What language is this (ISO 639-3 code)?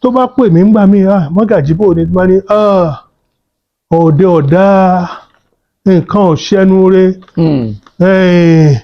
yor